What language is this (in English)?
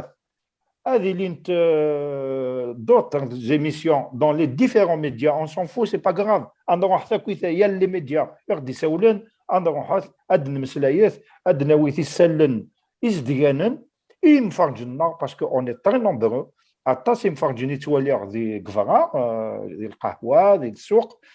Kabyle